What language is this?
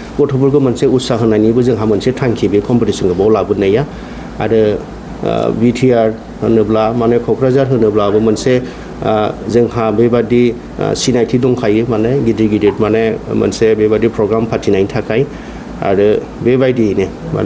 Bodo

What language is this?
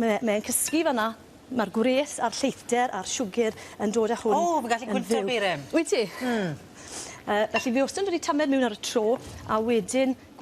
Welsh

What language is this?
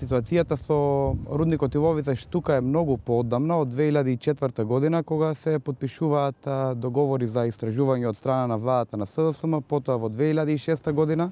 Macedonian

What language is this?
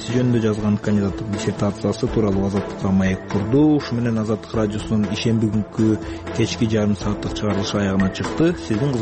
Kyrgyz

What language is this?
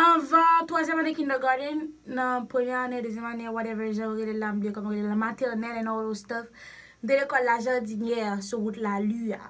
Haitian Creole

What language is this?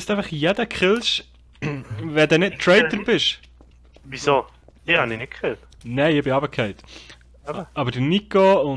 Swiss German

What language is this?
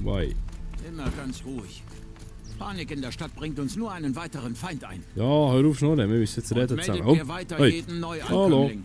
Swiss German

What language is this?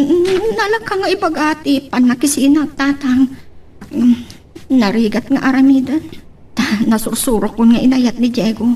Iloko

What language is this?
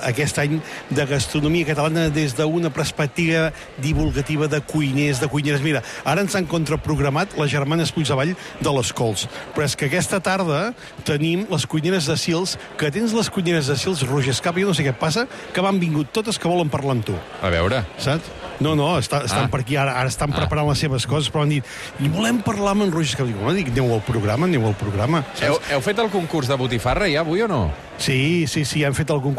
Catalan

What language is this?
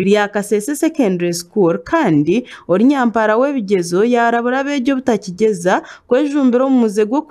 Nyankole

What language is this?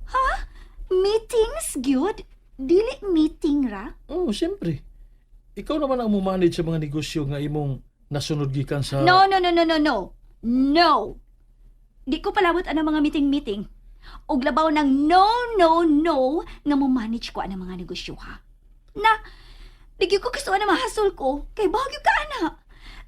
Cebuano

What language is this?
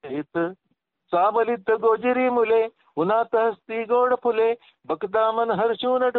Marathi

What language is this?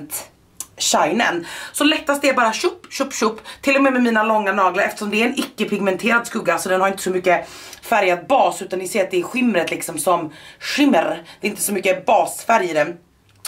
Swedish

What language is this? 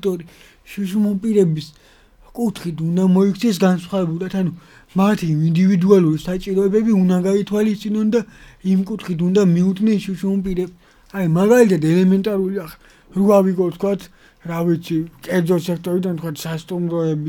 Georgian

